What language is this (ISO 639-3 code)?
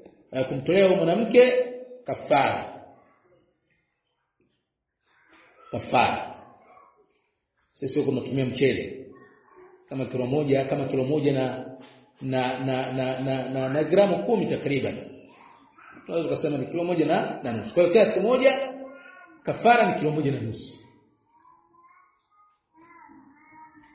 swa